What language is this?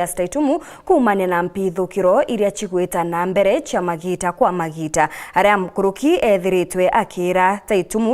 Meru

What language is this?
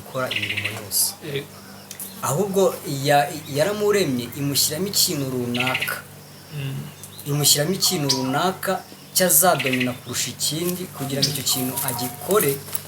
Kinyarwanda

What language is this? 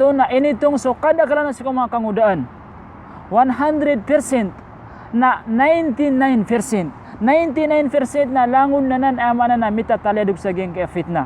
Maranao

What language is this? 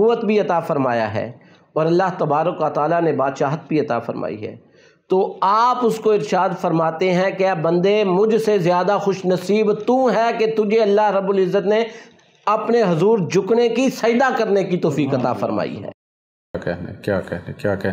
Urdu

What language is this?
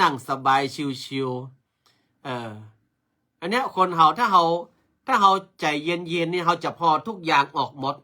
Northern Thai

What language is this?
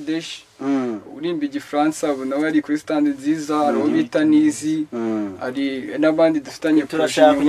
Kinyarwanda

